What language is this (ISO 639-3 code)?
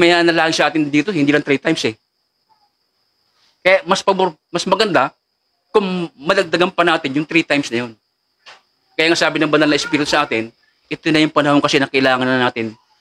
fil